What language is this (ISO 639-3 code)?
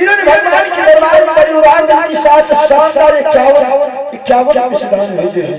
anp